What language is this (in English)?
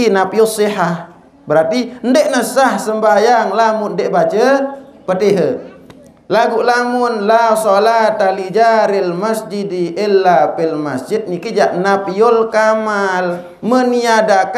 Sasak